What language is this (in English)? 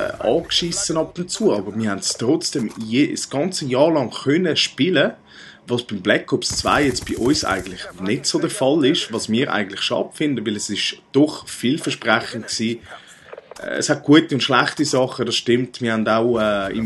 Swiss German